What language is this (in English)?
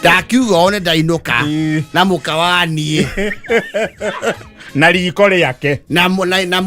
Kikuyu